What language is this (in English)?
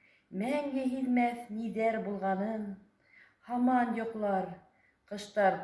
Bashkir